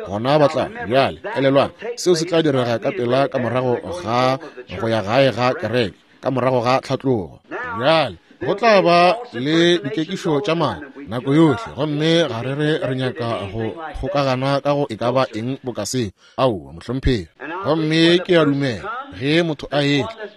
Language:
Northern Sotho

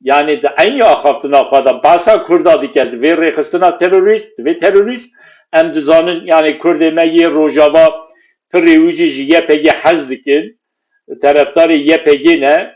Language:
Kurdish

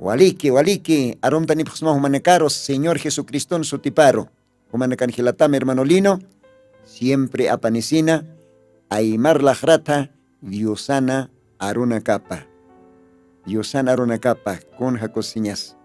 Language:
Aymara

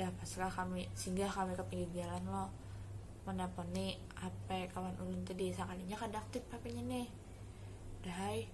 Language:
Banjar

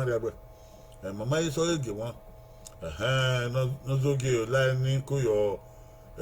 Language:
Bini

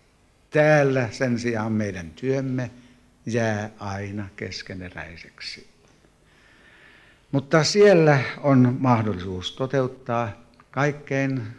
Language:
Finnish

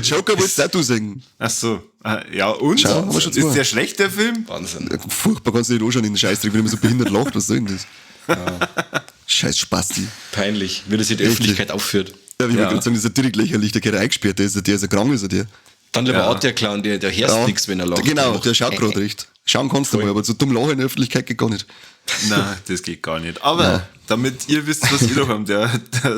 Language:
Bavarian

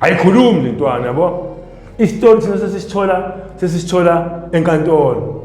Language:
Zulu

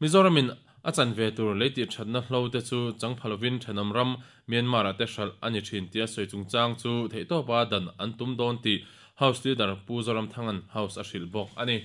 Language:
Mizo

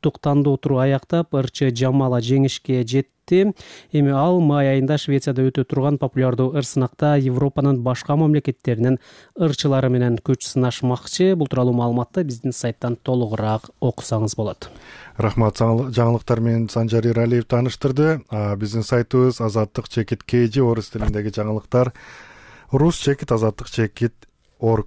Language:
Kyrgyz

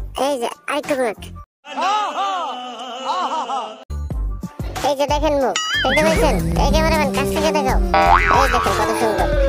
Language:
Bangla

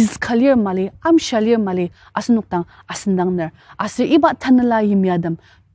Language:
Ao Naga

